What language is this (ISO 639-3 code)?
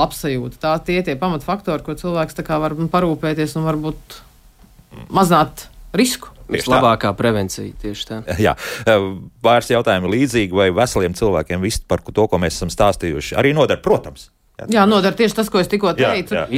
lav